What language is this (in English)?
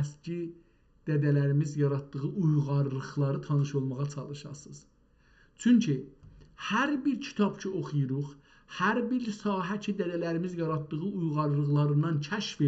South Azerbaijani